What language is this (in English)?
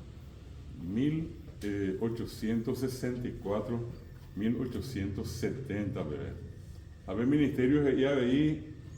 Guarani